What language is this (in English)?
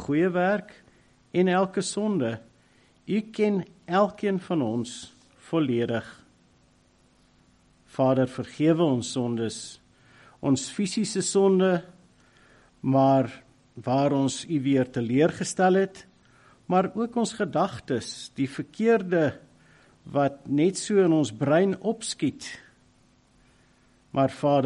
Afrikaans